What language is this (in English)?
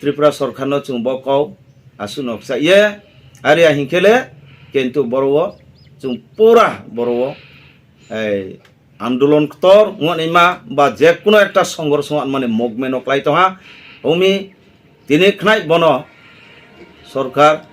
Riang (India)